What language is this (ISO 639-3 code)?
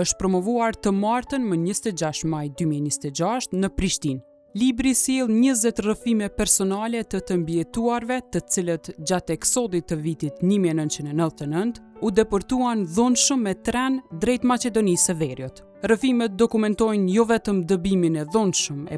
sqi